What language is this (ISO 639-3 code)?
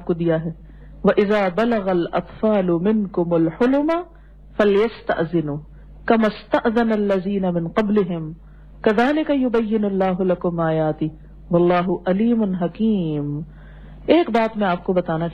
urd